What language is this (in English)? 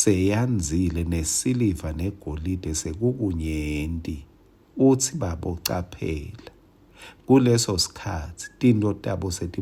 Swati